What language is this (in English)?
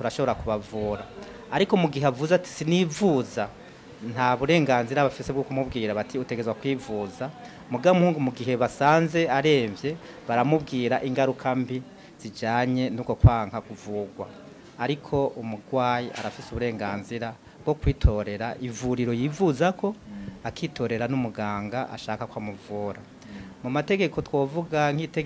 Rundi